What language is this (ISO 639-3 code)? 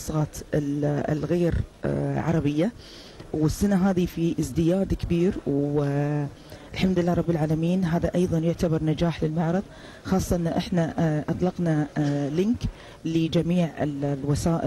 afb